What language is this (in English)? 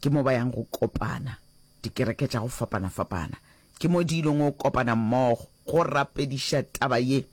Northern Sotho